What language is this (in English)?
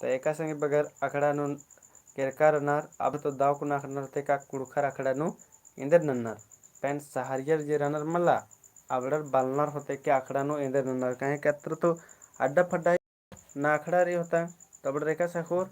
Kurukh